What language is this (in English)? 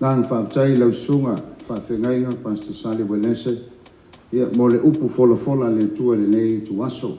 Samoan